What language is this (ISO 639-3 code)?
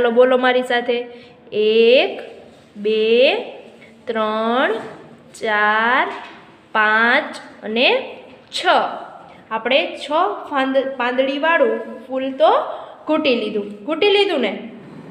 guj